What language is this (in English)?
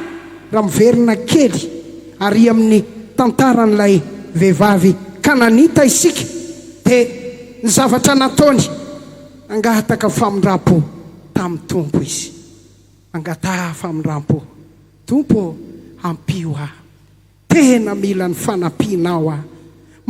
Malagasy